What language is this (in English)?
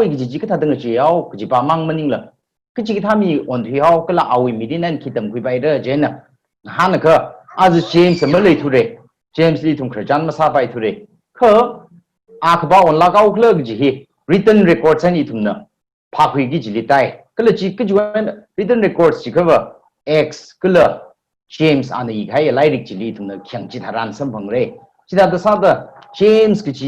Tangkhul Naga (India)